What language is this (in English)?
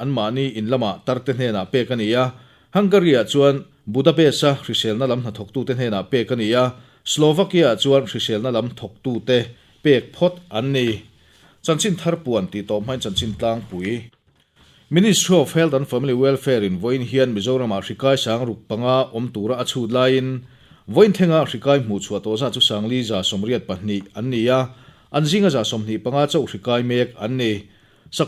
Mizo